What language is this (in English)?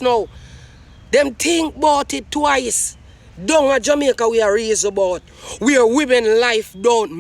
Jamaican Creole English